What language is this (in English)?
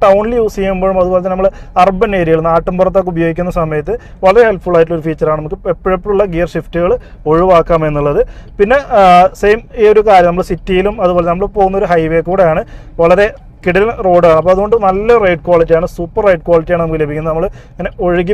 Malayalam